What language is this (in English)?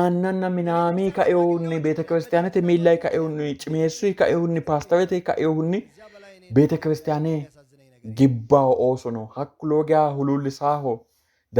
Sidamo